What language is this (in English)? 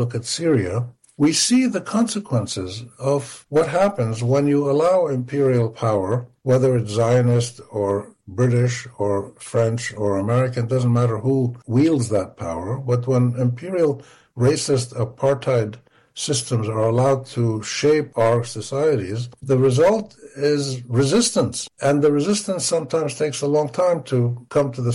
English